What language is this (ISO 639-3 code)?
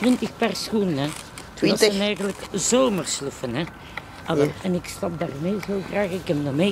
nld